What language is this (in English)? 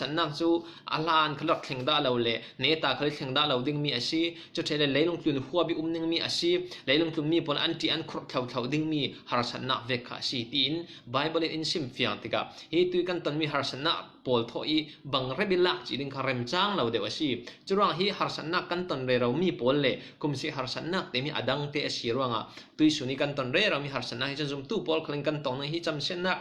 Falam Chin